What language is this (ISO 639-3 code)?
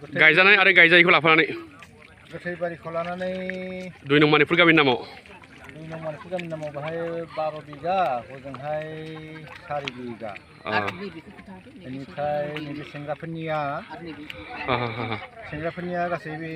brx